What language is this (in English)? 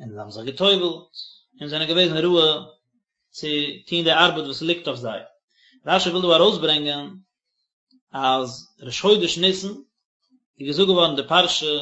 Yiddish